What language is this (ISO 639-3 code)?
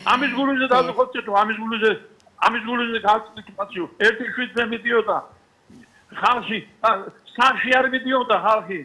kat